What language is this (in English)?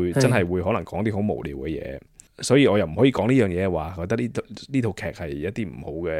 Cantonese